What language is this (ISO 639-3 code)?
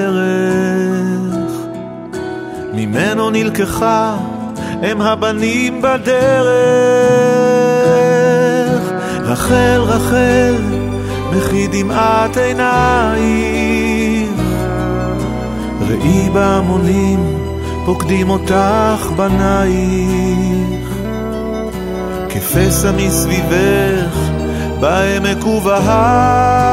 heb